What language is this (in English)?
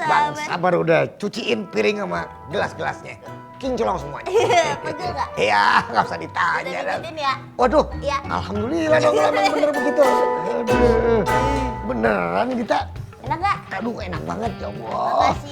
Betawi